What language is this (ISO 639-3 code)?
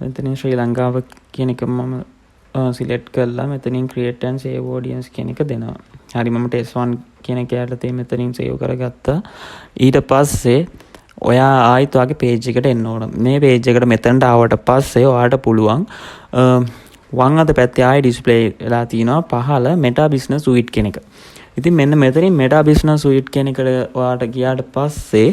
sin